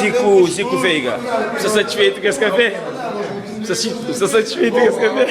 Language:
Kabuverdianu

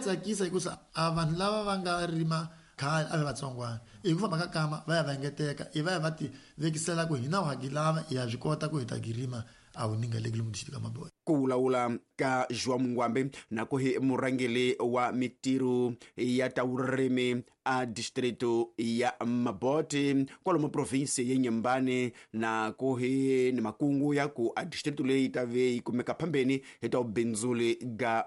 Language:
Tsonga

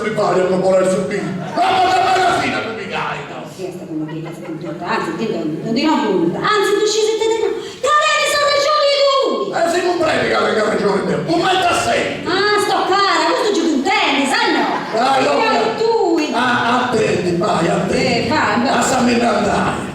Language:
Sardinian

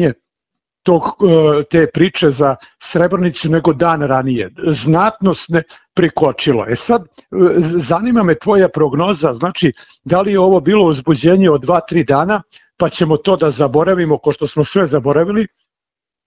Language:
Serbian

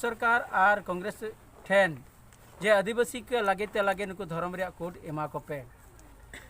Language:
Santali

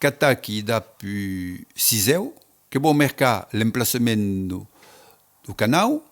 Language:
Occitan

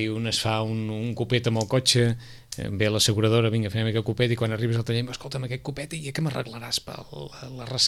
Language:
Catalan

